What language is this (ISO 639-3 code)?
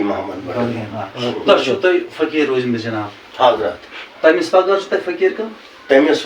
kas